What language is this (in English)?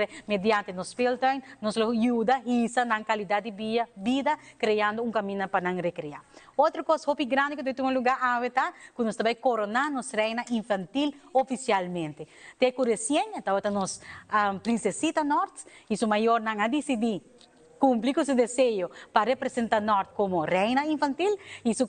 Papiamento